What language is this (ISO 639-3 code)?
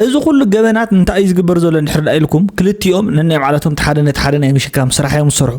tir